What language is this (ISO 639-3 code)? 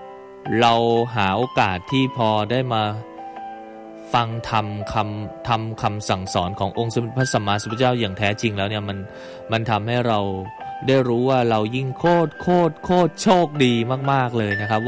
tha